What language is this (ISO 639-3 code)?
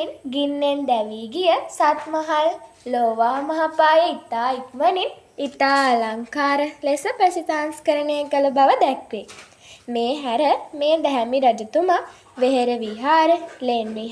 sin